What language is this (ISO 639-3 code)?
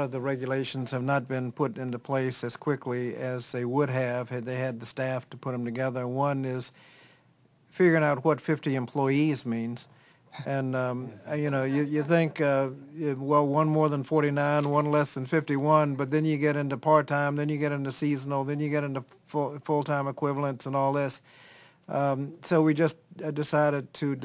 eng